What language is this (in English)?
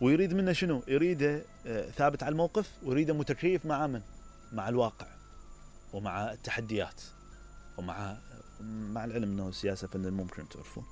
Mesopotamian Arabic